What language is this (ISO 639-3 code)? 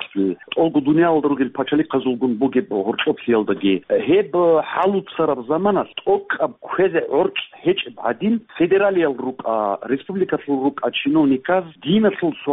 ava